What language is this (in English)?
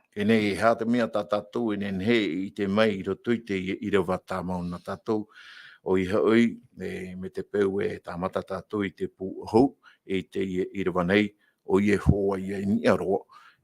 Tahitian